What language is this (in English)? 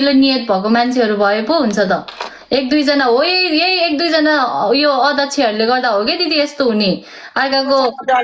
Nepali